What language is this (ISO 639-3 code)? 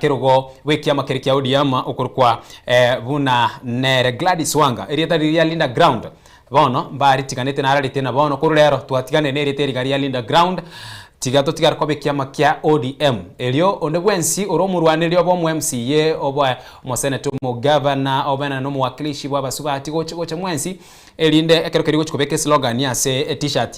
guz